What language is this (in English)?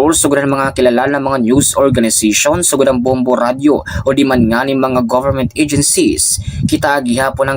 Waray